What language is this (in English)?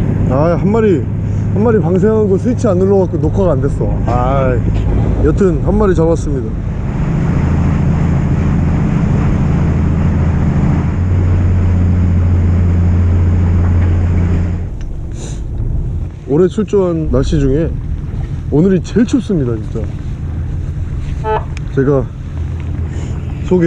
Korean